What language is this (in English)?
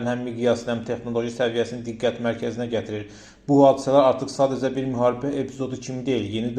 Azerbaijani